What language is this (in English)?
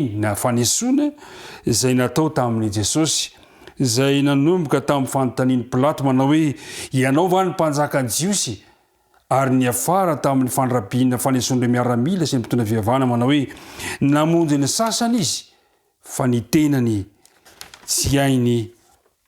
Malagasy